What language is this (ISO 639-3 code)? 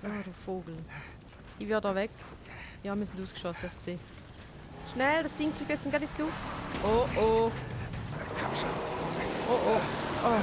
gsw